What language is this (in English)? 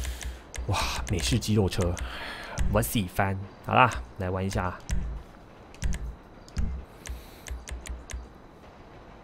Chinese